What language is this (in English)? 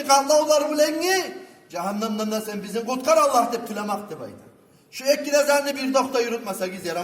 Kumyk